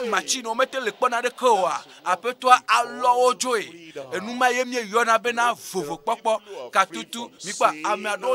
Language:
Ewe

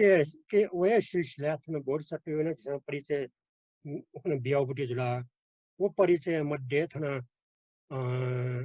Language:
Newari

